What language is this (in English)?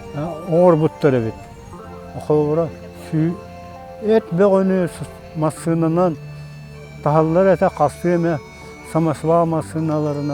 Yakut